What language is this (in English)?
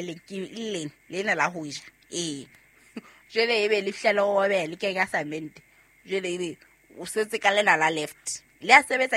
Southern Sotho